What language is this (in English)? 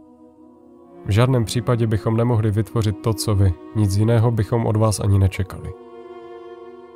Czech